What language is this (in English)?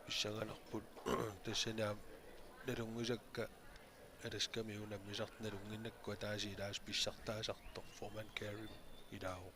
Kalaallisut